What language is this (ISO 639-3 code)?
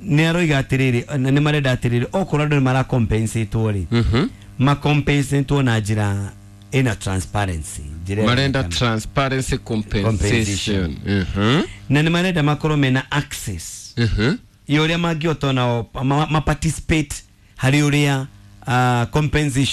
kik